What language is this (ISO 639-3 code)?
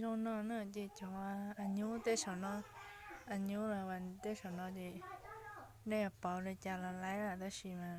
hmn